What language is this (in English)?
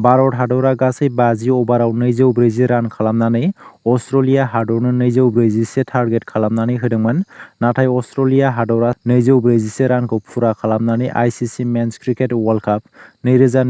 Bodo